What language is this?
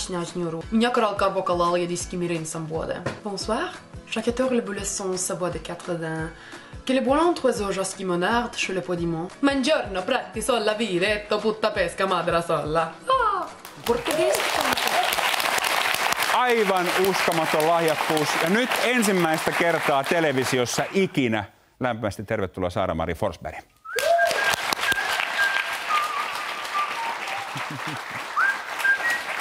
Finnish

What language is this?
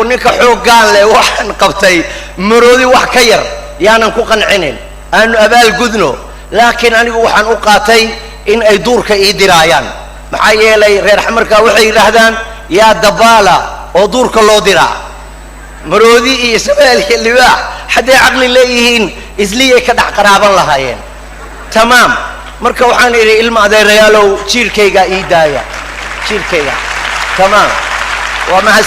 Somali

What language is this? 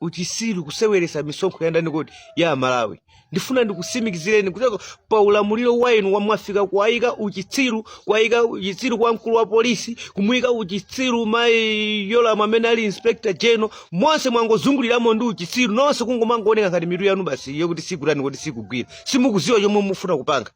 Nyanja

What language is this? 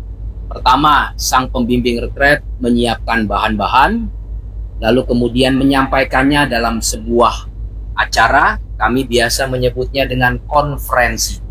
Indonesian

